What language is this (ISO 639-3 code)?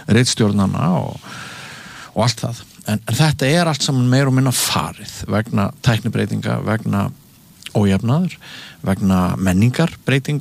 isl